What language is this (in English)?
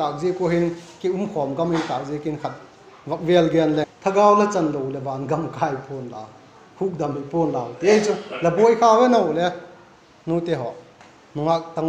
Vaiphei